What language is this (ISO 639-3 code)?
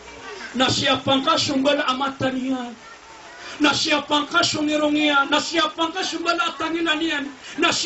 mrw